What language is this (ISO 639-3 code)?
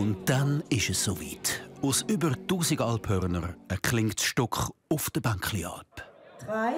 gsw